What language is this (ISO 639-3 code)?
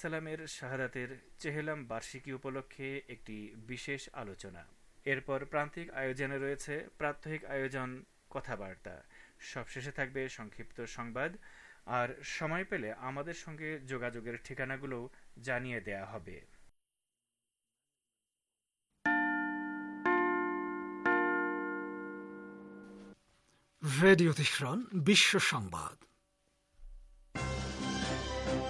ben